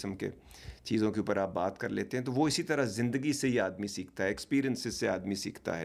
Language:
Urdu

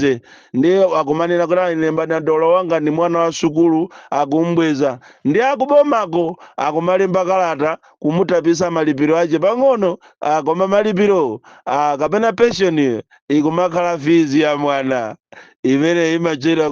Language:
Nyanja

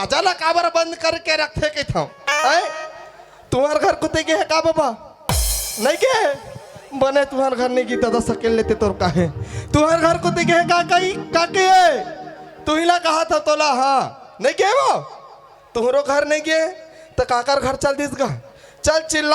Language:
Chhattisgarhi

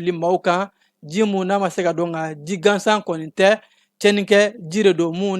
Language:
Bambara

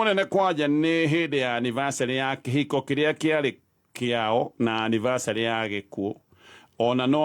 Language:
Kikuyu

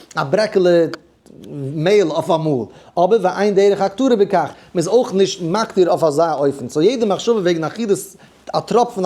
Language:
Yiddish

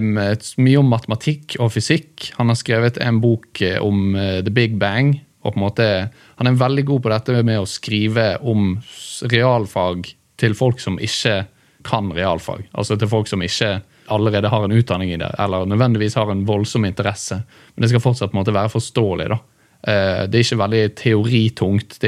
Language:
Norwegian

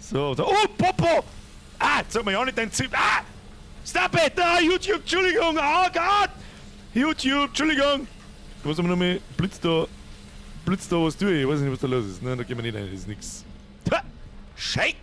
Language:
Bavarian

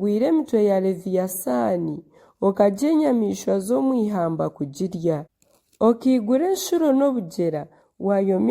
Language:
Nyankole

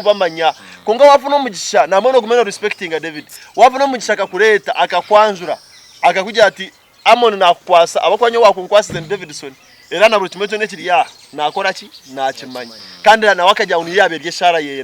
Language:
Nyankole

